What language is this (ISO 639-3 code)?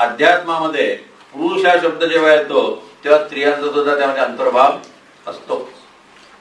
mar